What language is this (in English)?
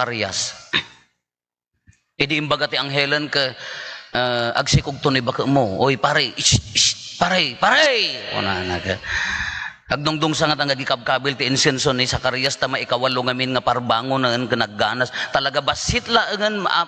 Iloko